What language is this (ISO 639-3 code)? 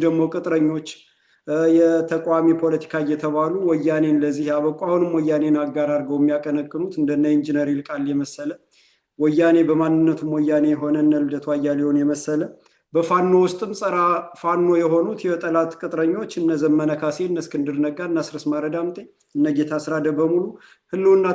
amh